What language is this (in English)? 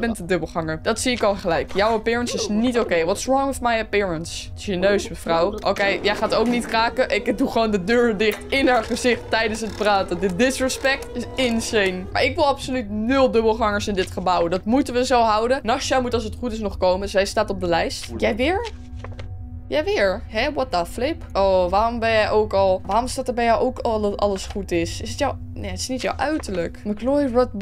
Dutch